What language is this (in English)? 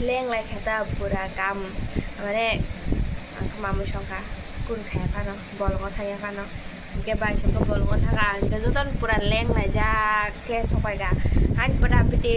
Kok Borok